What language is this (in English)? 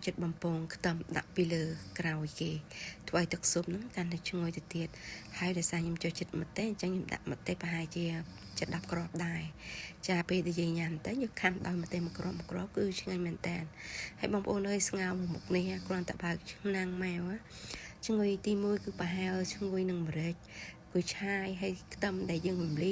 Khmer